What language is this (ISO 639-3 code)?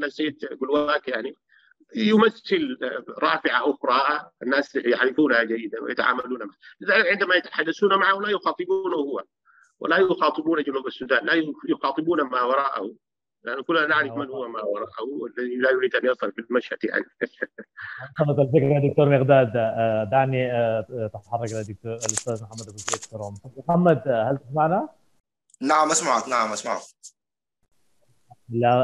ara